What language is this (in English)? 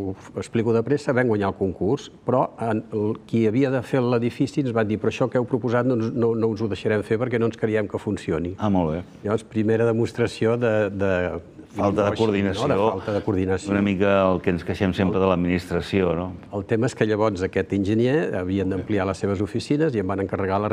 Catalan